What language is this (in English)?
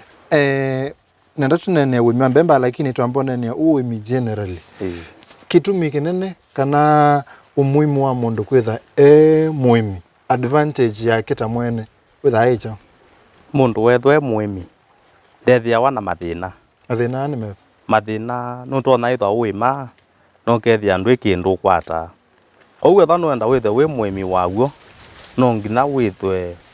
Kamba